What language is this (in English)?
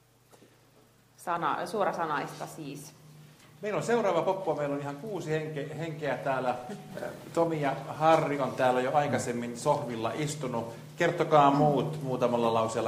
Finnish